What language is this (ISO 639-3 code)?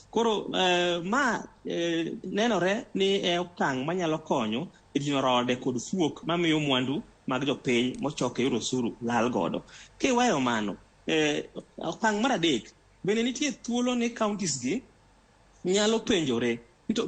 luo